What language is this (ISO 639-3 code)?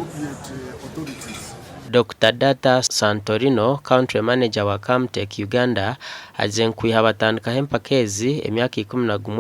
nyn